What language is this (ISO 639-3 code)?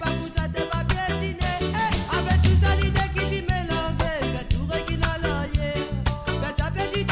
mfe